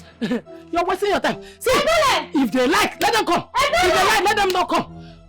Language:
Nigerian Pidgin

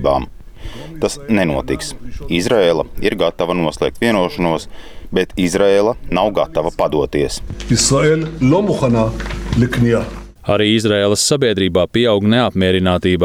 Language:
Latvian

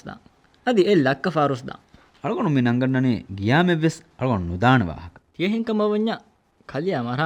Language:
Divehi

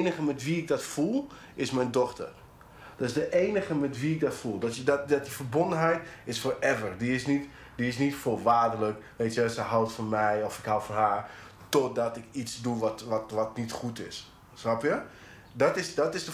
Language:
Western Frisian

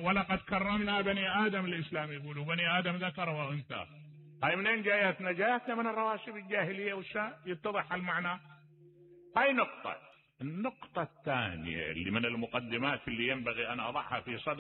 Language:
Mesopotamian Arabic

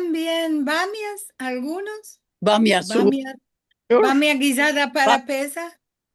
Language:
Ladino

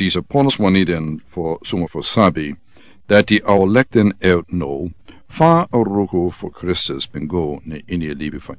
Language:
Sranan Tongo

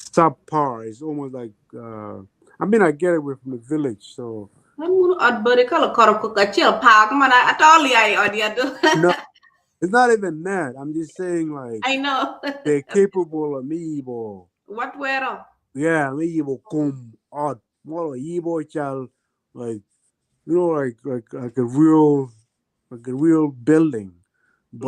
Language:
Acoli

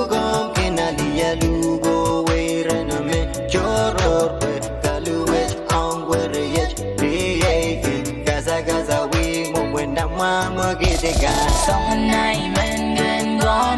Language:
Pohnpeian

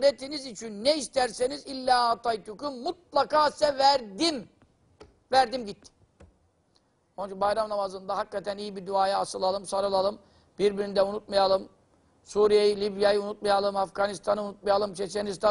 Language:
Turkish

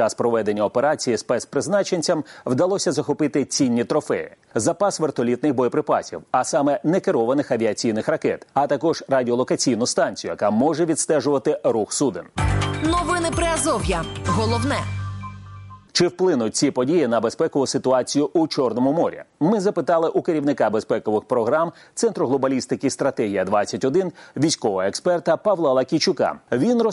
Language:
Ukrainian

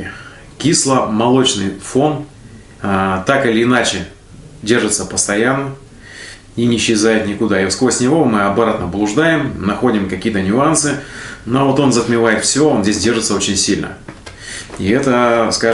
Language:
Russian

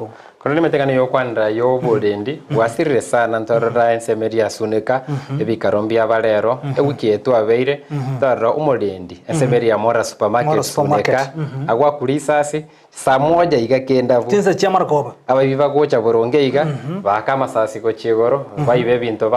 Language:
Gusii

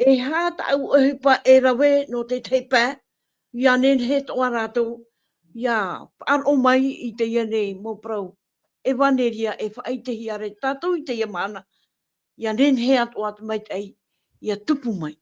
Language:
Tahitian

